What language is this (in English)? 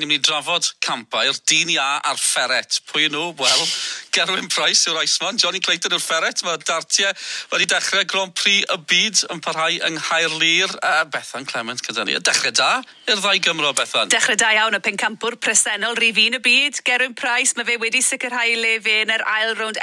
Welsh